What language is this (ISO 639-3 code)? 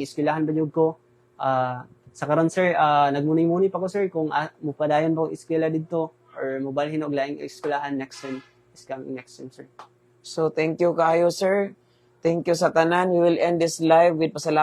ceb